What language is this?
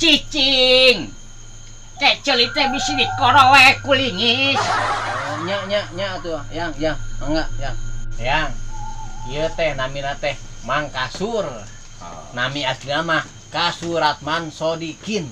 Sundanese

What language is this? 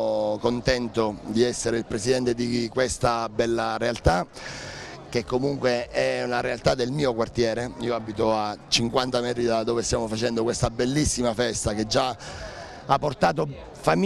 Italian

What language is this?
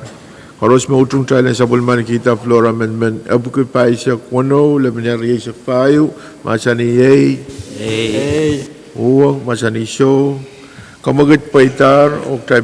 Pohnpeian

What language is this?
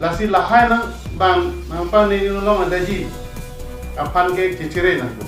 Karbi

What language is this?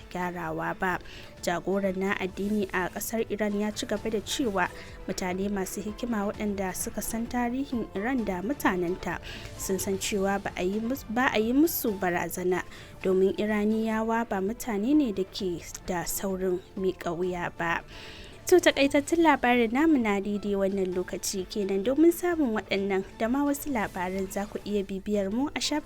Hausa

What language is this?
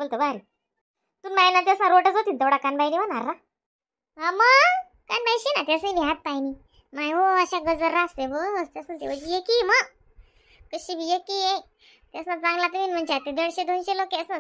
Khandesi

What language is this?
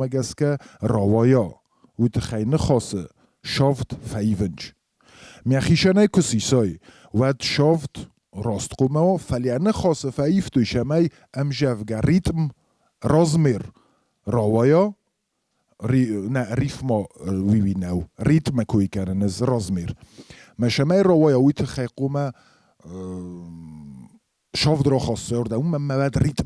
Ossetic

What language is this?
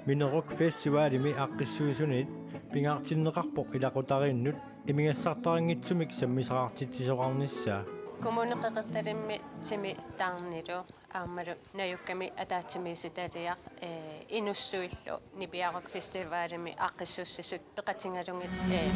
Kalaallisut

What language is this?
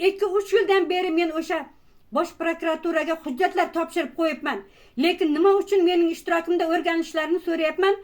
Uzbek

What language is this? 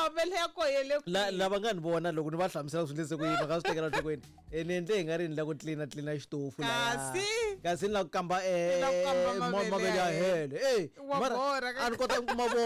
Tsonga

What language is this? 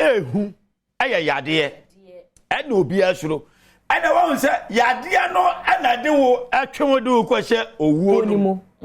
Akan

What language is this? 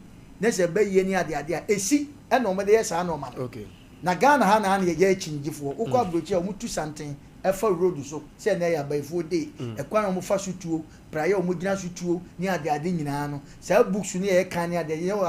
Akan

